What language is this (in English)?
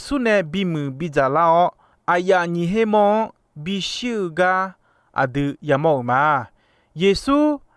Akha